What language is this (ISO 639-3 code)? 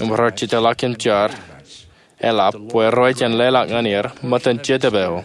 mah